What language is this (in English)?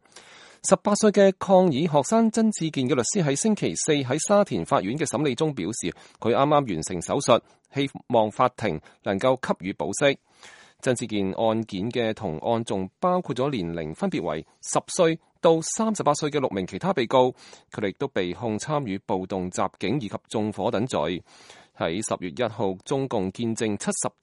Cantonese